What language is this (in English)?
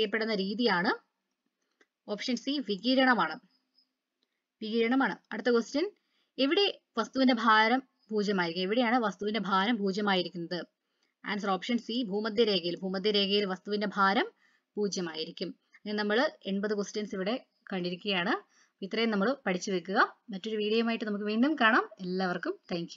Malayalam